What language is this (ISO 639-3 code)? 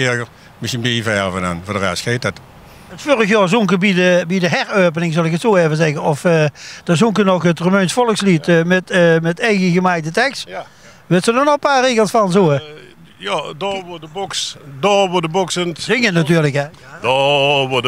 lim